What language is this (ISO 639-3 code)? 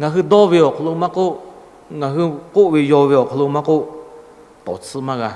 lhu